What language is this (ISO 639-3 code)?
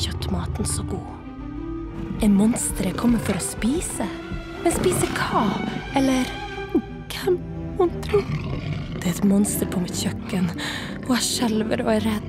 nor